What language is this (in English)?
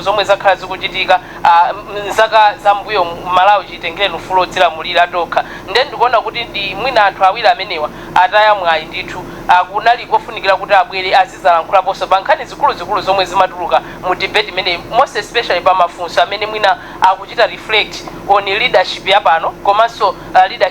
Nyanja